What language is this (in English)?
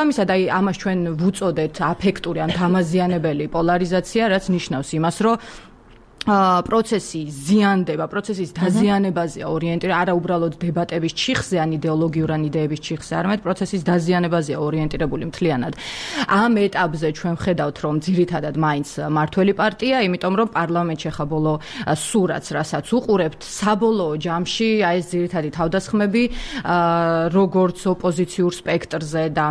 Georgian